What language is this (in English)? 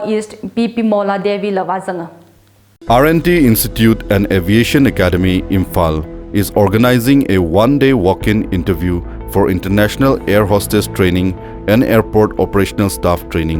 Tangkhul Naga (India)